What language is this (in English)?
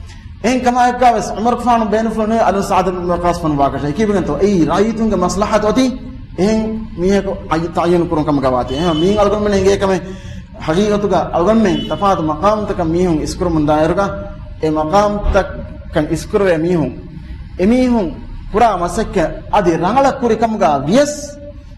Divehi